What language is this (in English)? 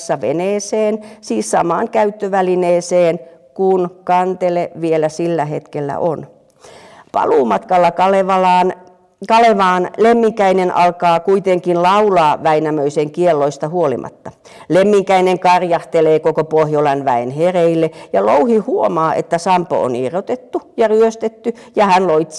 Finnish